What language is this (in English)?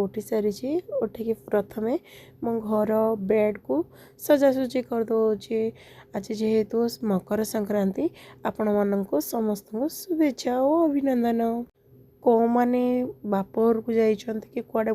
Odia